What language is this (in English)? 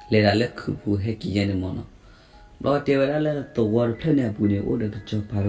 S'gaw Karen